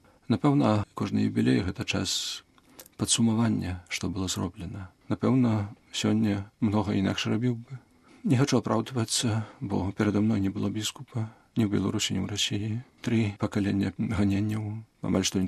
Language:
Belarusian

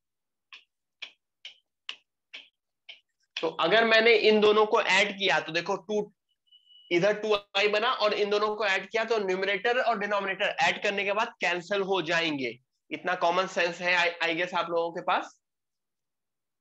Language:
Hindi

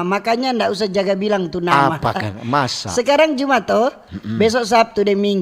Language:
Manado Malay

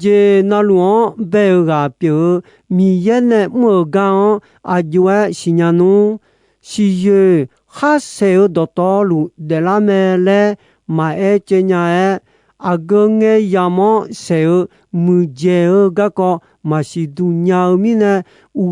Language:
Akha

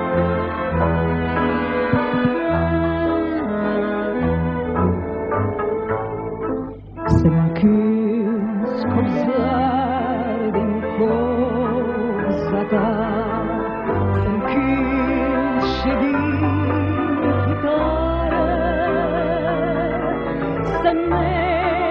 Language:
Romanian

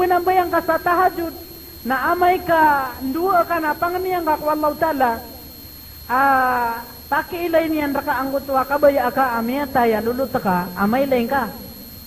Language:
Maranao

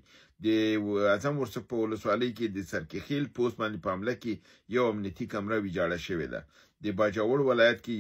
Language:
Pashto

